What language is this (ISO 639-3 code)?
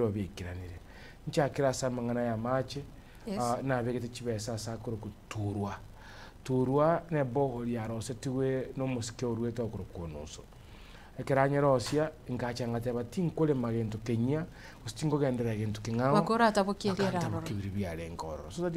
guz